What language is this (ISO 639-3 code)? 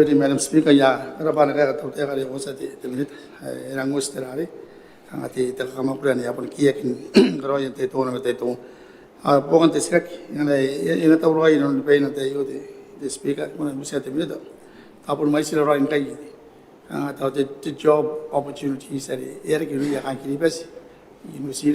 gil